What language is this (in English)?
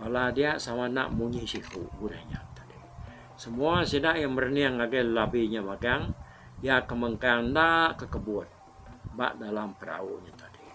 Iban